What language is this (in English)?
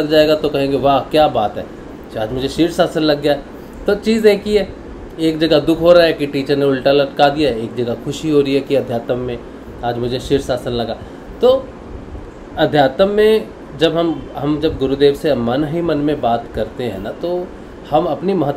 Hindi